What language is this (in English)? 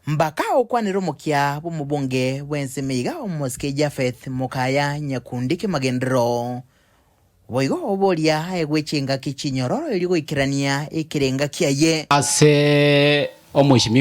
Gusii